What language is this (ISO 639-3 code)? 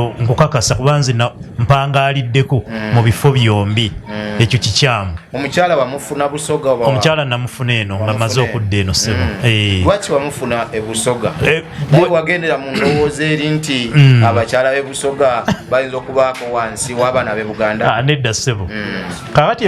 lug